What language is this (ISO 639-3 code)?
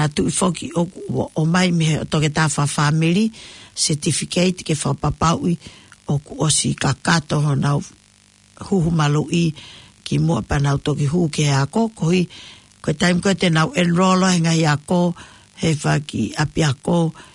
ton